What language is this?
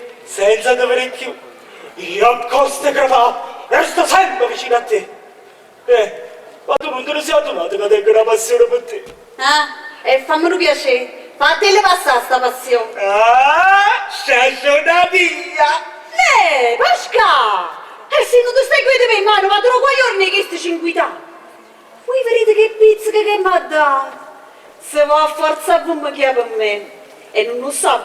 Neapolitan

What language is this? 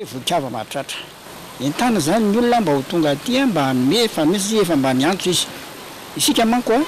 Malagasy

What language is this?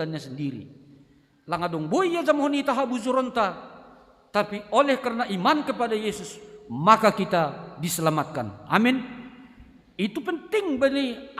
Batak Simalungun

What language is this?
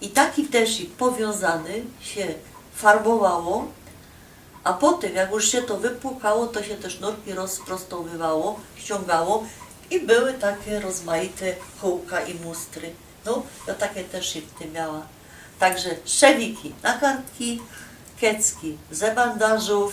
Silesian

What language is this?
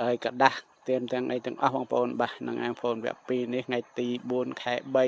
Khmer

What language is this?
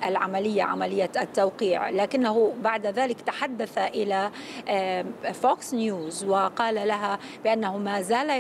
Arabic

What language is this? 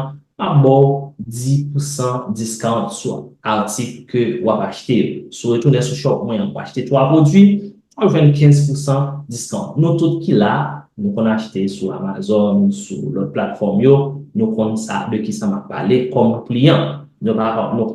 Haitian Creole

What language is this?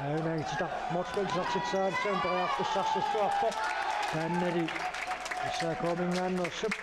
Kalaallisut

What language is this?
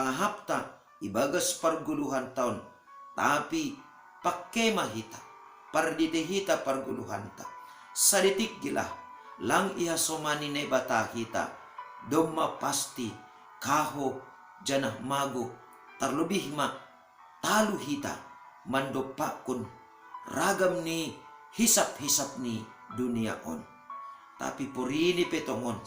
Batak Simalungun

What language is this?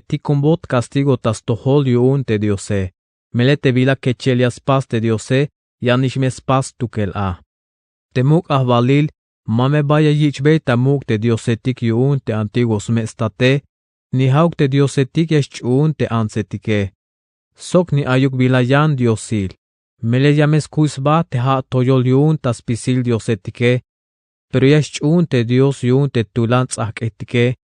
Tzeltal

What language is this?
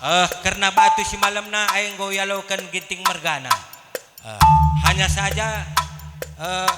Batak Karo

